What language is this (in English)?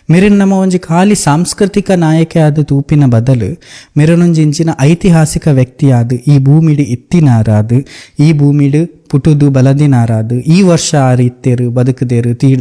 Tulu